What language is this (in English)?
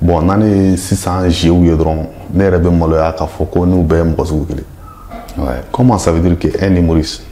Bambara